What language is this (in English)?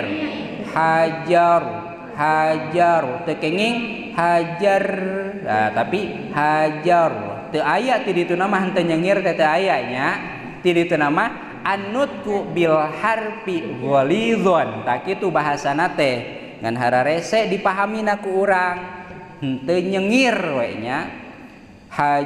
Sundanese